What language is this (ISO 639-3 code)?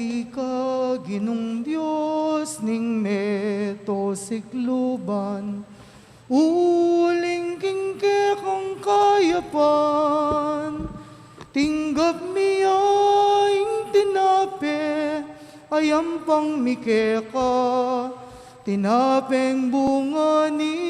pam